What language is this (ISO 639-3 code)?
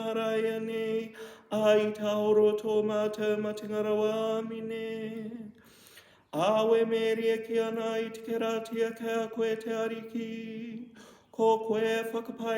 mri